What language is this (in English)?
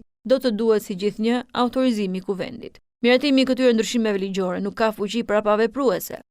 Albanian